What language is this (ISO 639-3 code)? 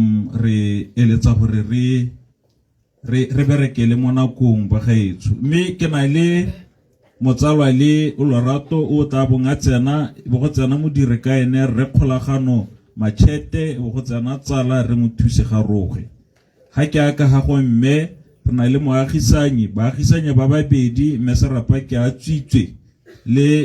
tsn